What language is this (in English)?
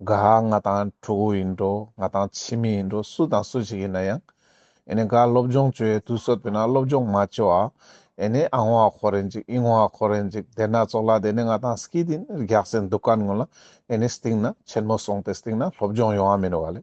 Ladakhi